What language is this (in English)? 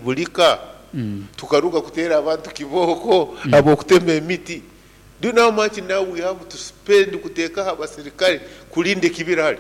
Nyoro